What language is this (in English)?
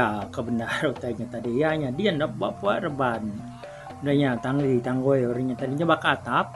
Iban